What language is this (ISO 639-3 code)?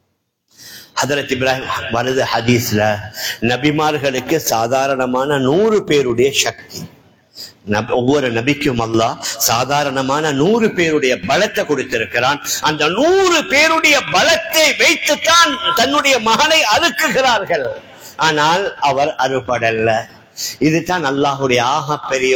tam